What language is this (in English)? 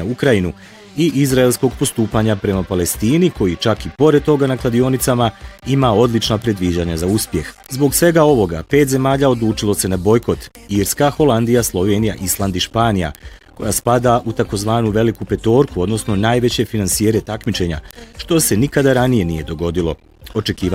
Bosnian